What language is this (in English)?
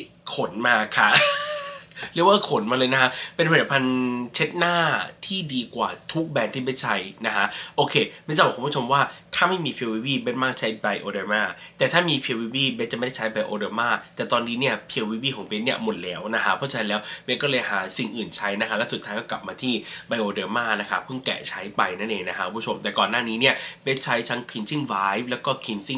Thai